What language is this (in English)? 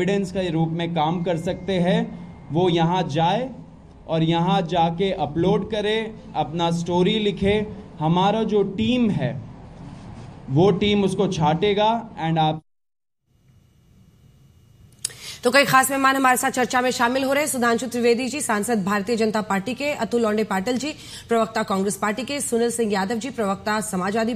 Hindi